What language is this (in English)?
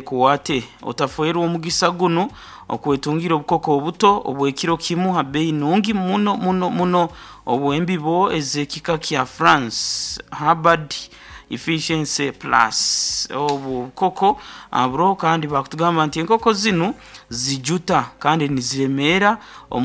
Nyankole